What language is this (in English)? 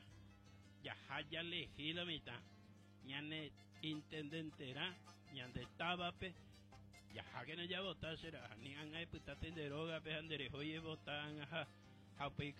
Guarani